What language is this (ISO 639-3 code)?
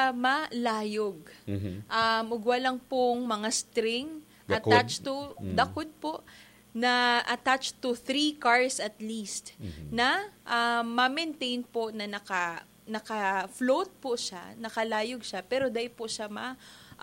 bik